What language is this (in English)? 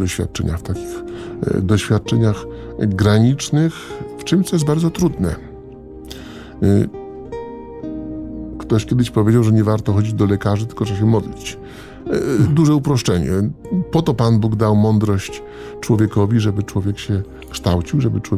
Polish